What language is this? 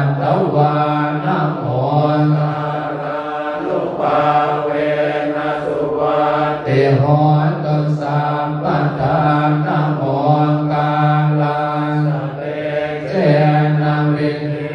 Pali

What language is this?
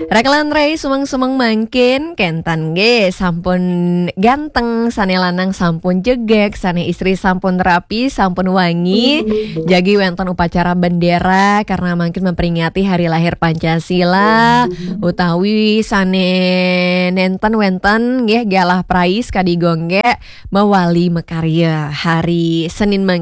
Balinese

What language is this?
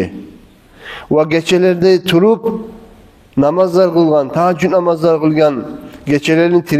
Kumyk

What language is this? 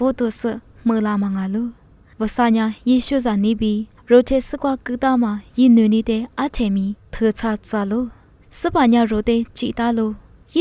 Lisu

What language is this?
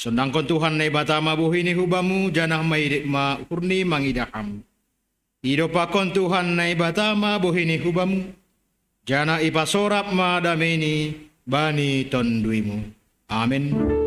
Batak Simalungun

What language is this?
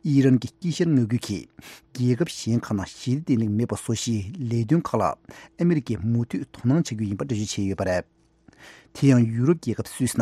Tibetan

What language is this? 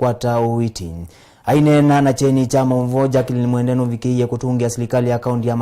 Kamba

